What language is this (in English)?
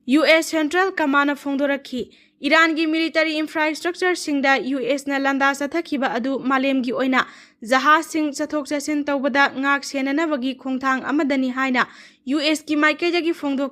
Manipuri